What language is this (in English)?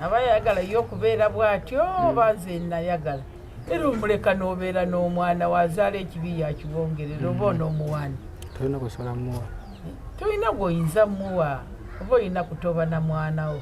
Ganda